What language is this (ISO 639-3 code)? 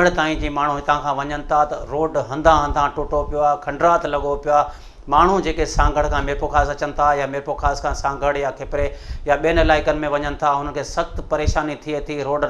snd